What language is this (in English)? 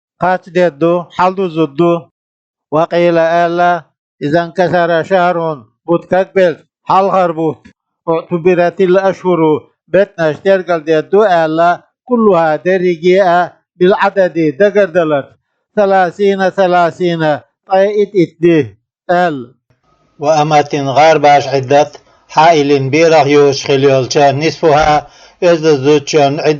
Chechen